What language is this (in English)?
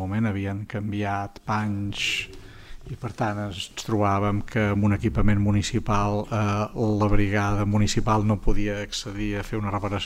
Catalan